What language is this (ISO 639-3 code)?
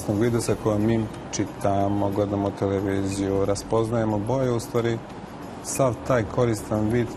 srp